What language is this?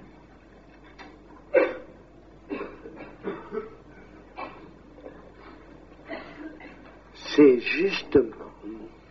French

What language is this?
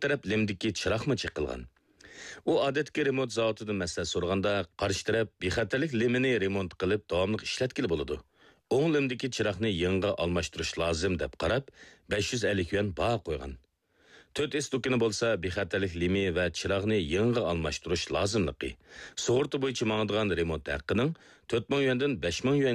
Uyghur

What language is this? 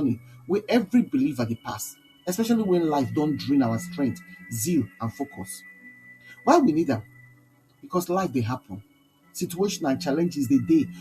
Nigerian Pidgin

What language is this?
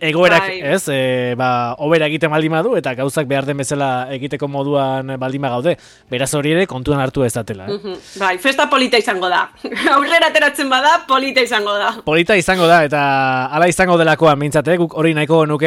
Basque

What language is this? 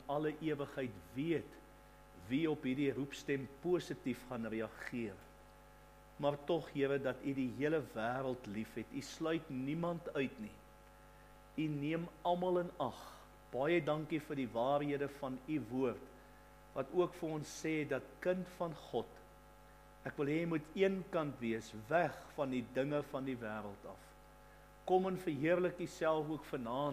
Afrikaans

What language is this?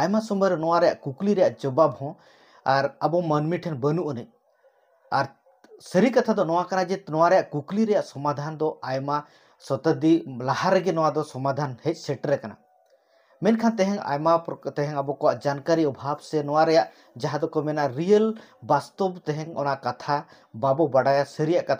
Santali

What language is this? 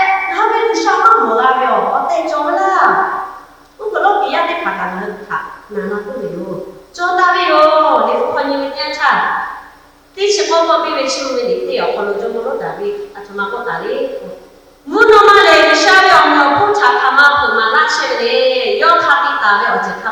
Lahu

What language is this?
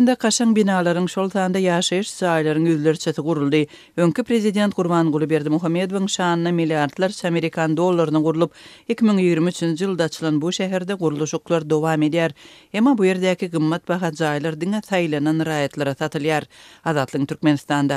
Turkmen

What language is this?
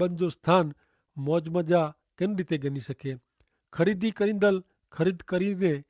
Kachhi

